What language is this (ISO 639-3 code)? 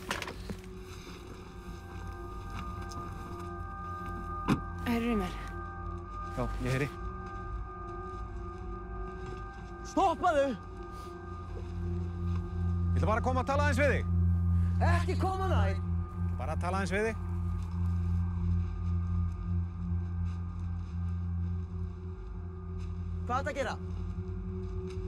isl